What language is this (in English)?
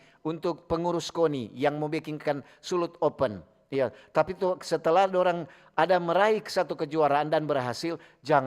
Manado Malay